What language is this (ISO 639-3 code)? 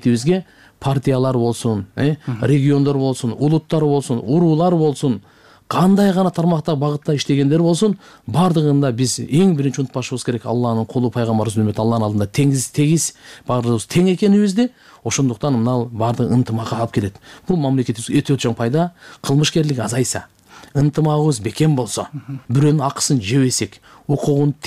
kir